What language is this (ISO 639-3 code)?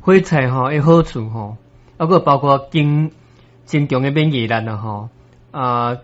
nan